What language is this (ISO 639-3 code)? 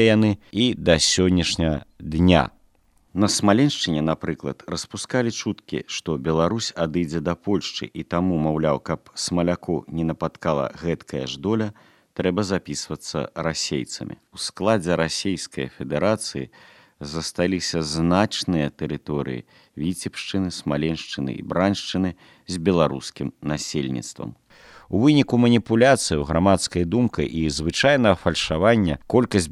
bel